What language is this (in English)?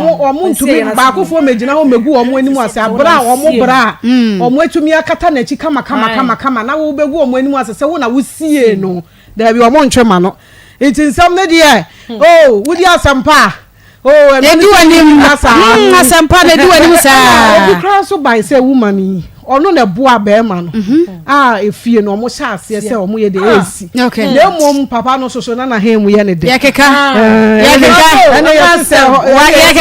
Akan